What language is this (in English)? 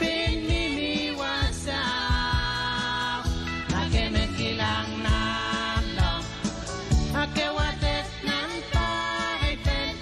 Pohnpeian